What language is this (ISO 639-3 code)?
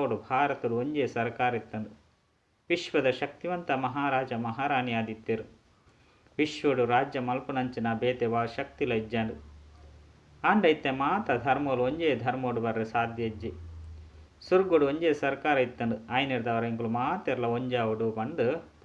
tcy